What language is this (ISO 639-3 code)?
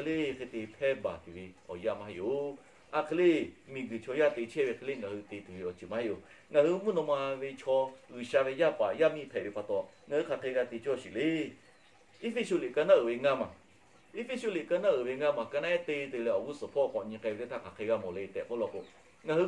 lhu